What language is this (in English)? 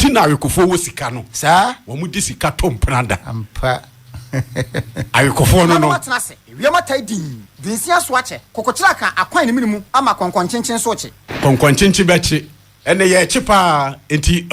Akan